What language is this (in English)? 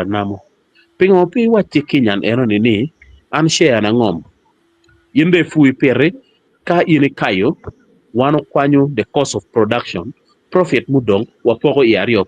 Acoli